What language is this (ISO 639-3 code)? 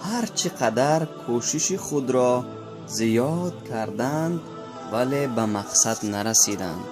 tgk